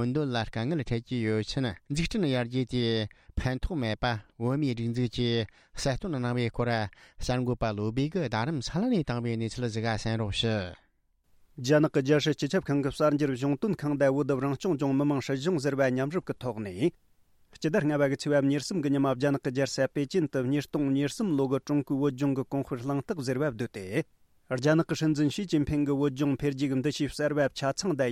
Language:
Tibetan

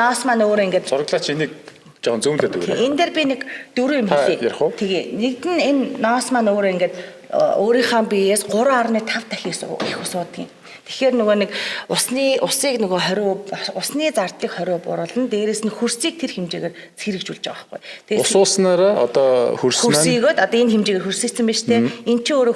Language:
Mongolian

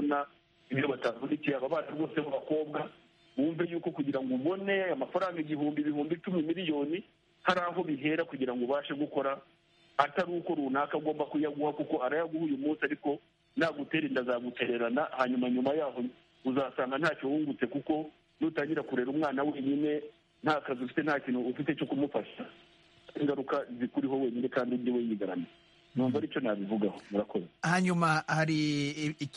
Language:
Kinyarwanda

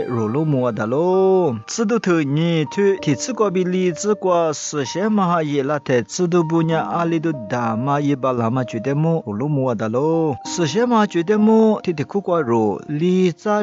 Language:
Lisu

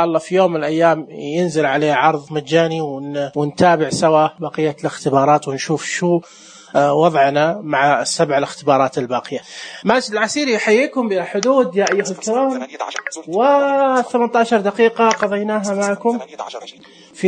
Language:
Najdi Arabic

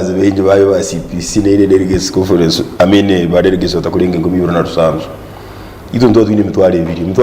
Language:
Nyankole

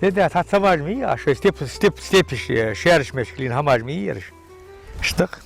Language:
Ingush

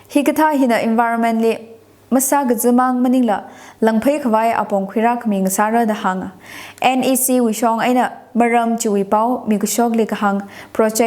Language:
Tangkhul Naga (India)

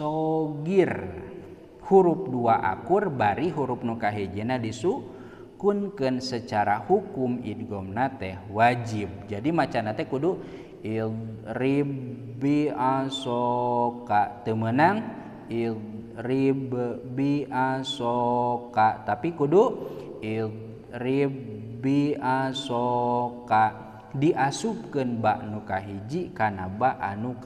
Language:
Sundanese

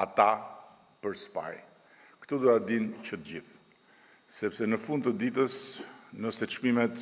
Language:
Albanian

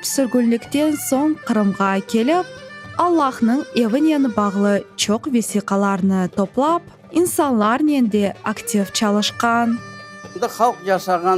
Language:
Crimean Tatar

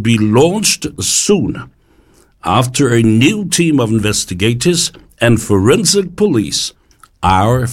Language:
Samoan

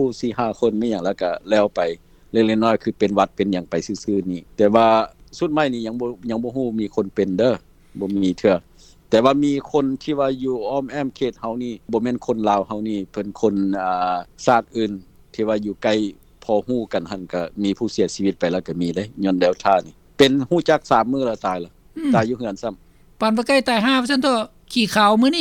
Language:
Lao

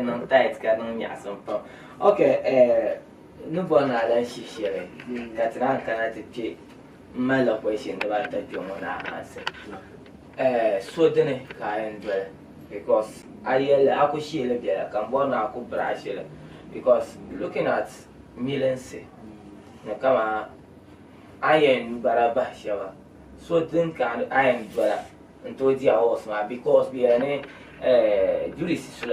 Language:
Dagbani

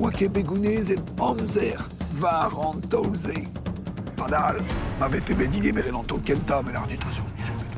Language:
Breton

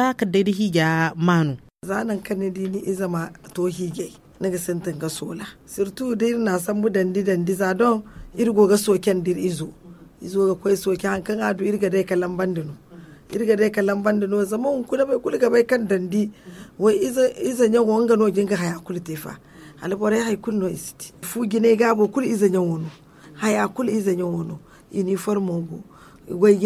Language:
Zarma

